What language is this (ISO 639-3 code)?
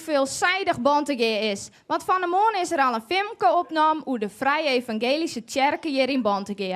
fry